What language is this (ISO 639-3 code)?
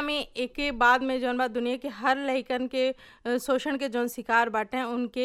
bho